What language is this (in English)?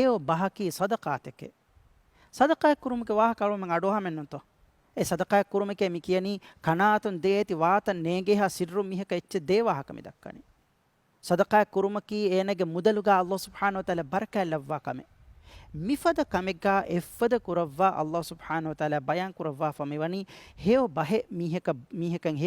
Divehi